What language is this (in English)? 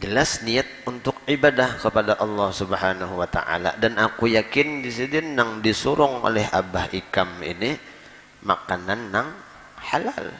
Banjar